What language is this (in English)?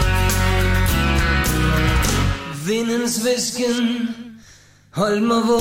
Danish